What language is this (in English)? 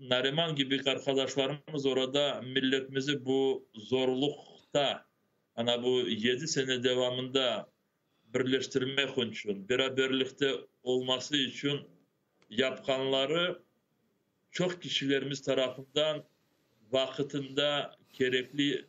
Crimean Tatar